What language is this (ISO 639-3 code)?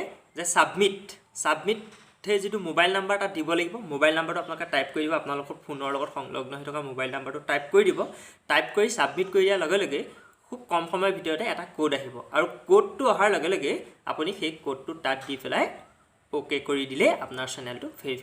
asm